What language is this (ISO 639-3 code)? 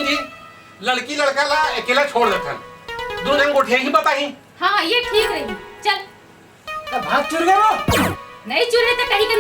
hne